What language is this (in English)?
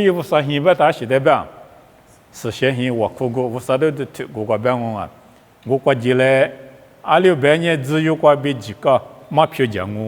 Lisu